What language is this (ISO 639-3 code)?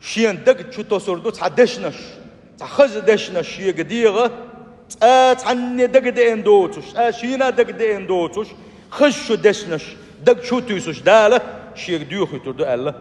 che